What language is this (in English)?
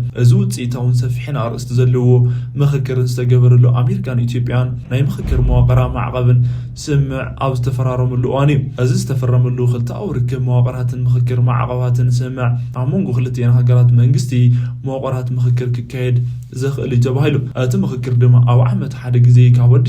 Tigrinya